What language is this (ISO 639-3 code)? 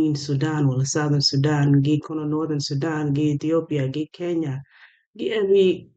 ach